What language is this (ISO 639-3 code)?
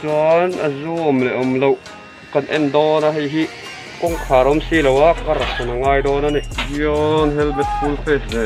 lus